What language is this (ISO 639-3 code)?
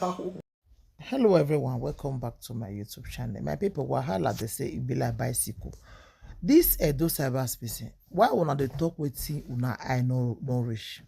pcm